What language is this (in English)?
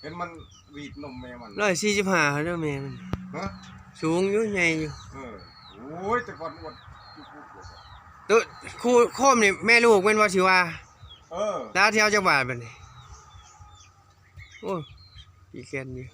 Northeastern Thai